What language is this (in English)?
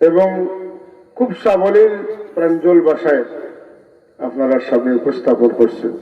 Sylheti